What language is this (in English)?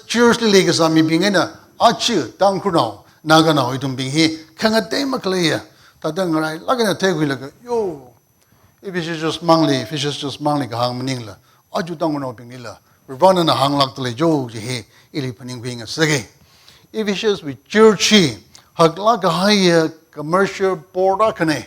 Tangkhul Naga (India)